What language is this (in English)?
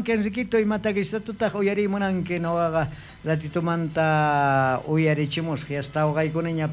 South Bolivian Quechua